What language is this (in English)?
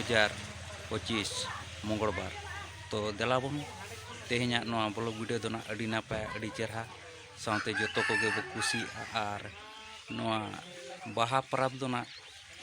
Santali